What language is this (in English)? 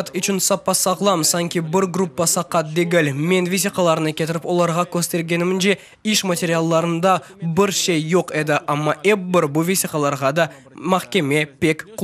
Crimean Tatar